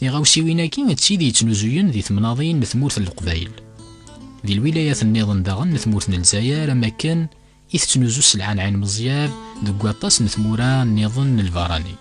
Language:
Kabyle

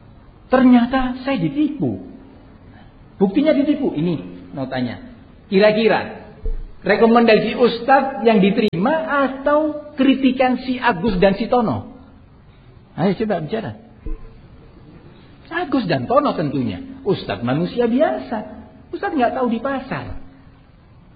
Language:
Indonesian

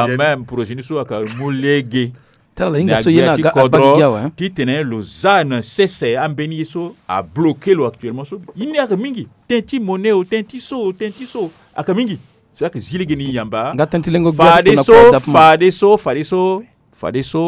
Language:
Sango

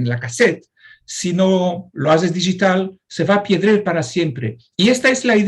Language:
Ladino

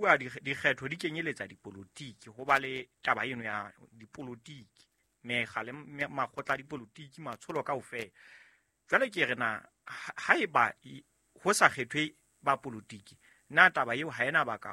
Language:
Southern Sotho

